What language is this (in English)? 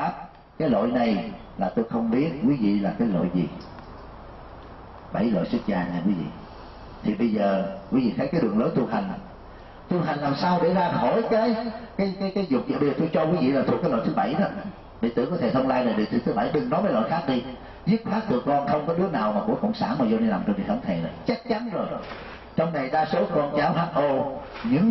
Vietnamese